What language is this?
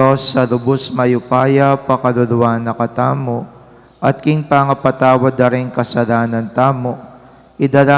Pampanga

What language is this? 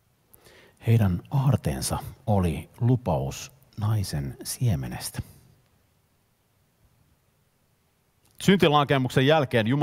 Finnish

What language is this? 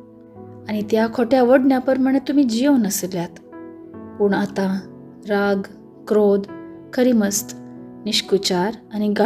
Konkani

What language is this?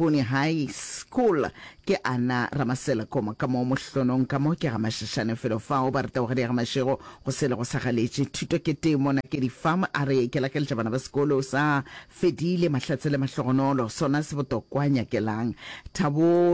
Northern Sotho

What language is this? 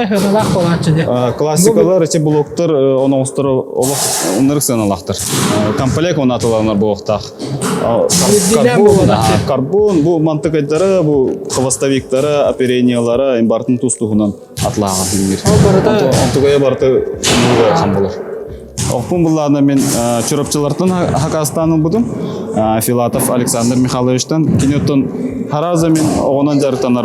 Yakut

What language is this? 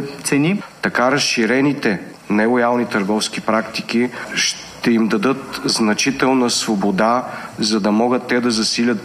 Bulgarian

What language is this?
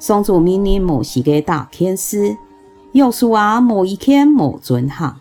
Hakka Chinese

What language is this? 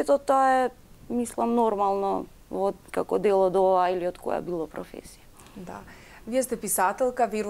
Macedonian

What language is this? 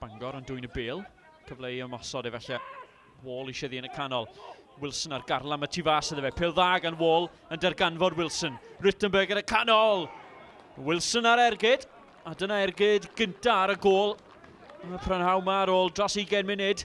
Welsh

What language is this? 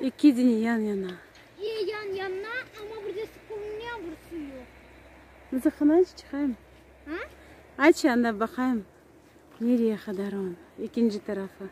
Crimean Tatar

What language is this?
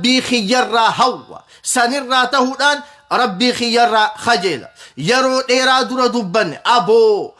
Oromo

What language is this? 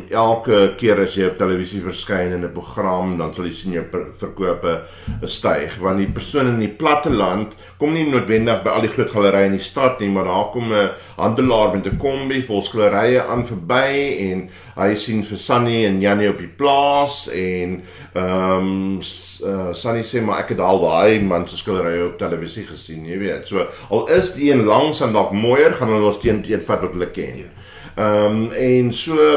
Afrikaans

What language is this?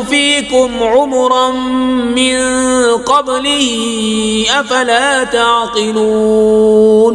Kashmiri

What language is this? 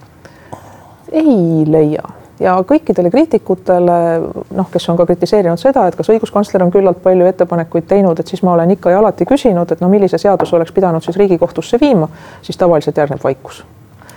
Estonian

